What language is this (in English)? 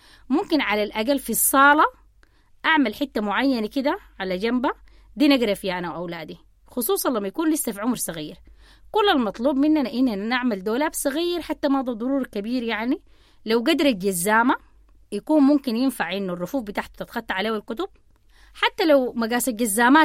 Sudanese Arabic